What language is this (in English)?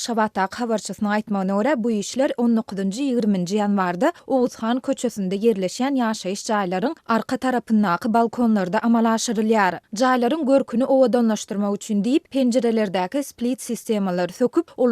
Turkmen